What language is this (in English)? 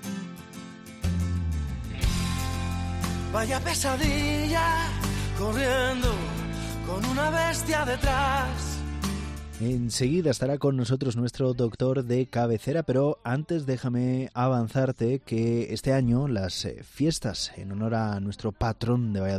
Spanish